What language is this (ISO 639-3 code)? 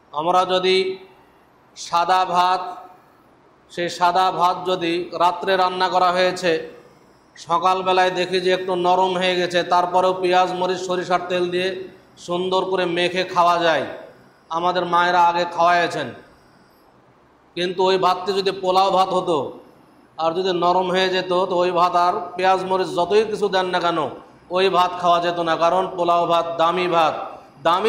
ben